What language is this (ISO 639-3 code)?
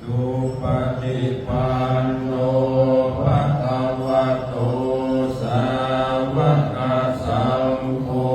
pli